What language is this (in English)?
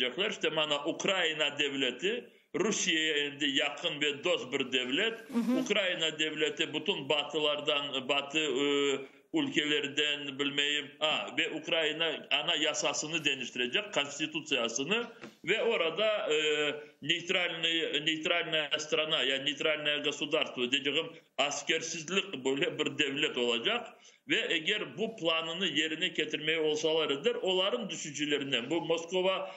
Crimean Tatar